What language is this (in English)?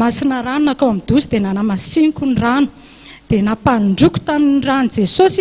Malagasy